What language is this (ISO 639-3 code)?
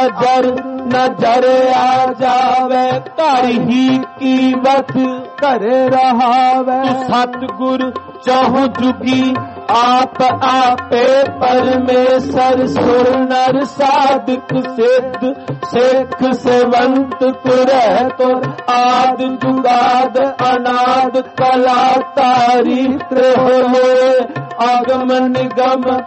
pan